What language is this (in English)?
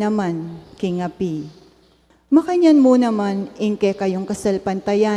Pampanga